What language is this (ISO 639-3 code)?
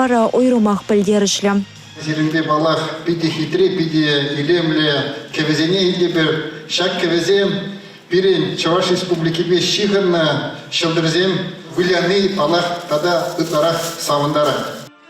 chv